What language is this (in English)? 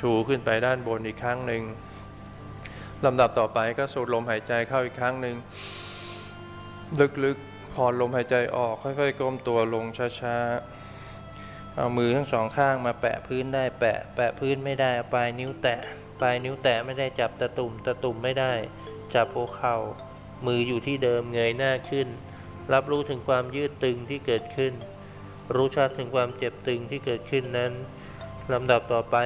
Thai